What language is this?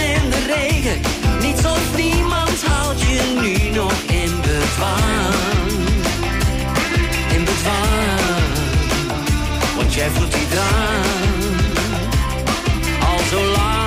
Dutch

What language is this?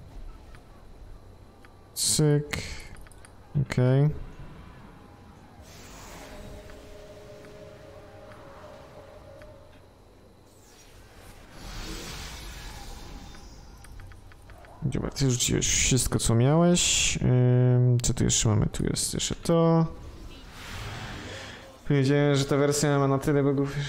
Polish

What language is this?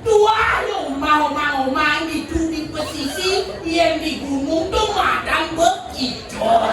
Balinese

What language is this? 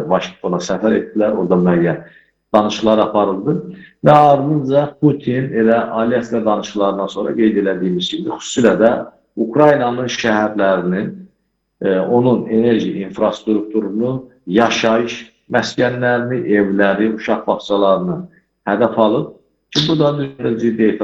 Azerbaijani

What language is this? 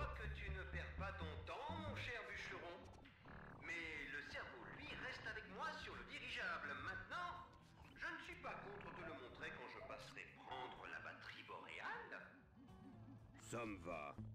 French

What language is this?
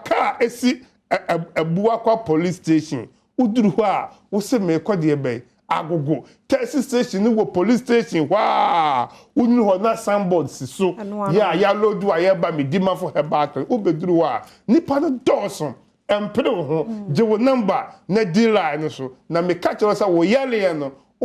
Akan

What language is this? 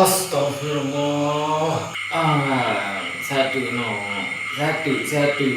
Achinese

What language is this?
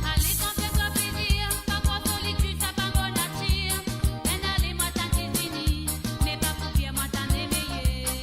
Morisyen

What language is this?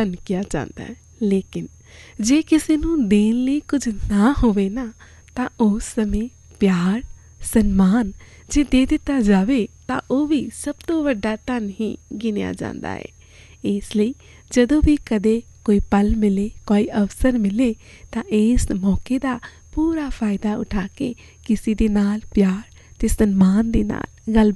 Punjabi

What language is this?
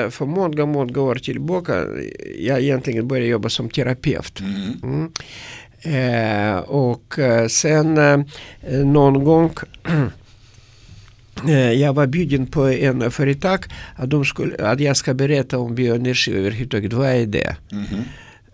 Swedish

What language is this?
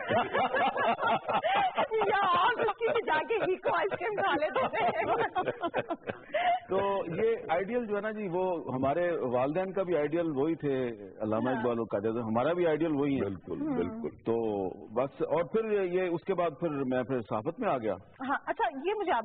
Urdu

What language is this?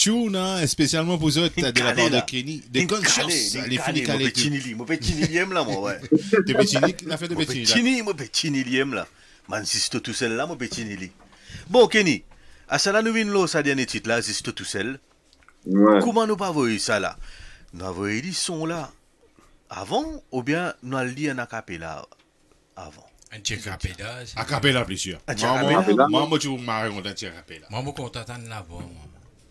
Morisyen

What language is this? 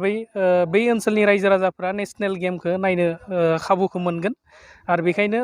Bodo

